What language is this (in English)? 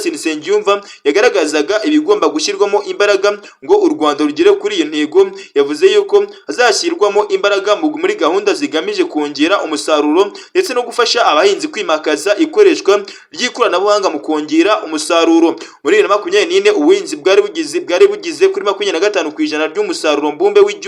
Kinyarwanda